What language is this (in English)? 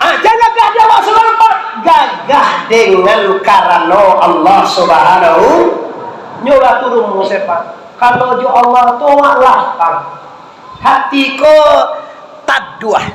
Minangkabau